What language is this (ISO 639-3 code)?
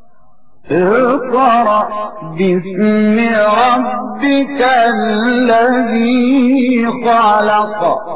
ara